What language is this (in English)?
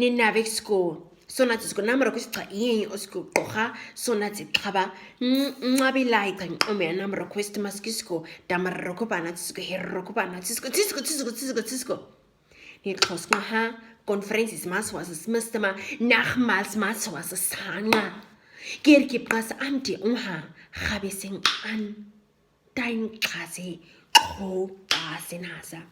Nama